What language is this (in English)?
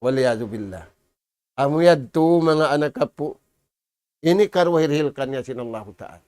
Tausug